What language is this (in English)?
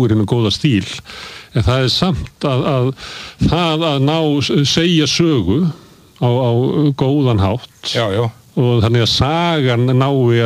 Icelandic